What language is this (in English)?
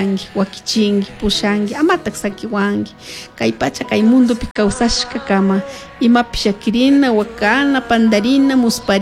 Chimborazo Highland Quichua